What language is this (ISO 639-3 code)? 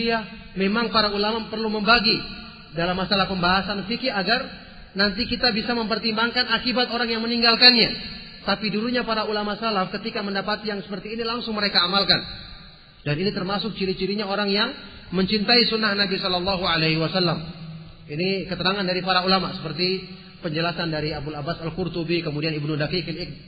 ind